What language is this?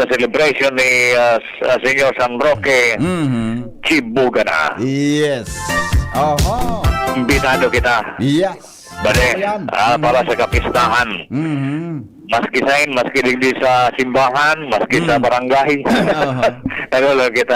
Bikol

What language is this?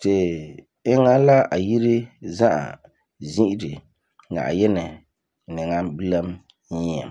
Frafra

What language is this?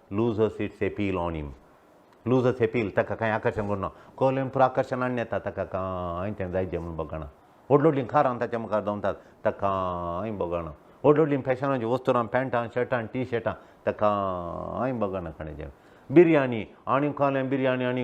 Konkani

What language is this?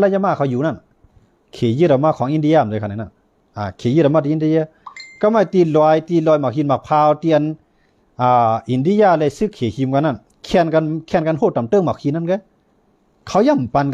Shan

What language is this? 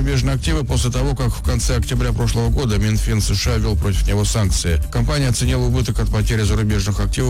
Russian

